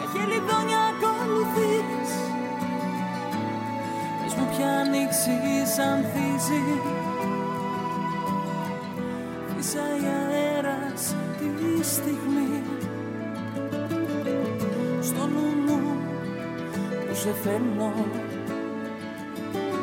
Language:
Greek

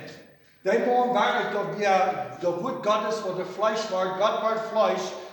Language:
Plautdietsch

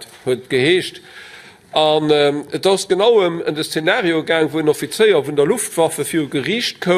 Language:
Luxembourgish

